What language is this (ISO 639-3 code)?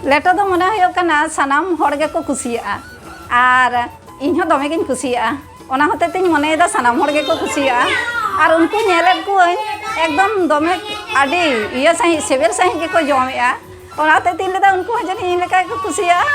sat